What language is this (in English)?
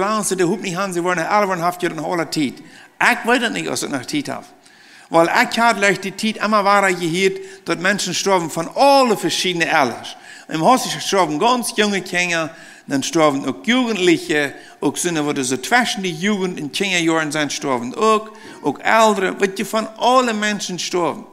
Plautdietsch